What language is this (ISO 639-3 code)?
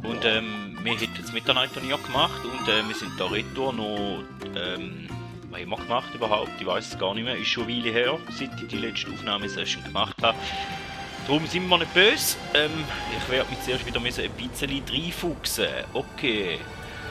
gsw